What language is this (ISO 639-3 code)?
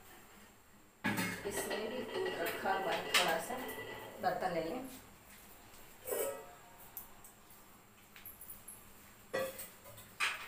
hin